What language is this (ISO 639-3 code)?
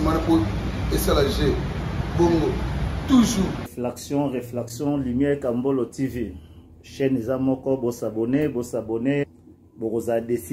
lin